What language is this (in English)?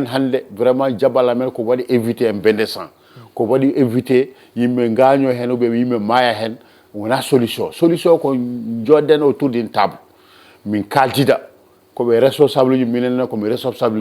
Fula